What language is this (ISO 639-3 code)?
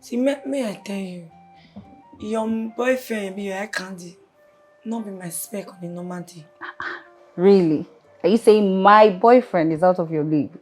pcm